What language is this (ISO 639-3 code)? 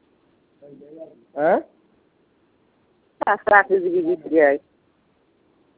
ben